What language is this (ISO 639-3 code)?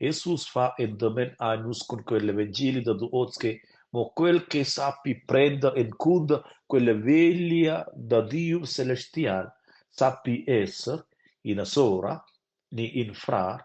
roh